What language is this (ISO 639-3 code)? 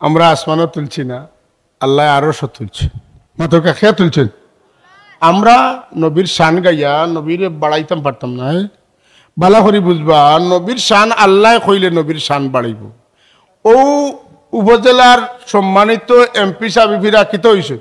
syl